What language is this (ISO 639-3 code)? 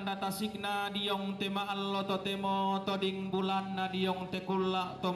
sda